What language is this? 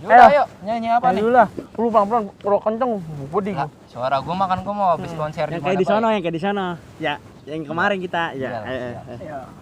Betawi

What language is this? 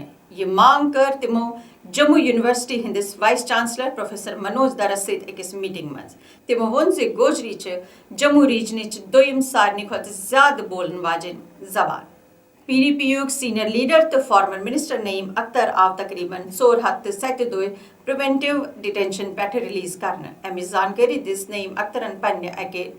Kashmiri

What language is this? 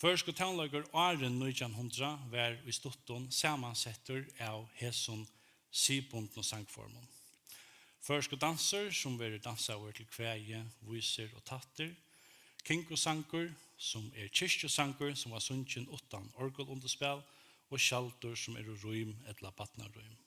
Faroese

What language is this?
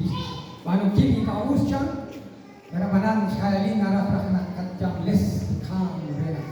Kekchí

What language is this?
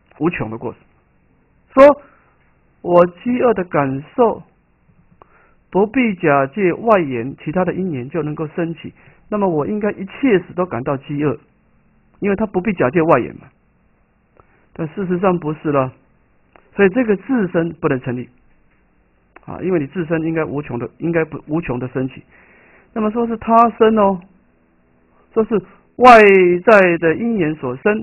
Chinese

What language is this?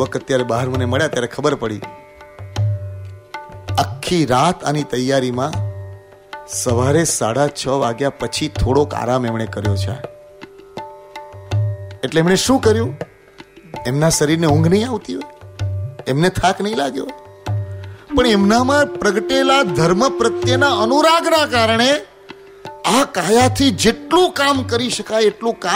Gujarati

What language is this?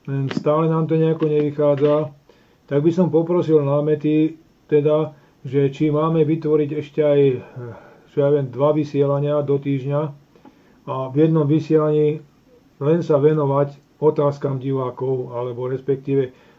Slovak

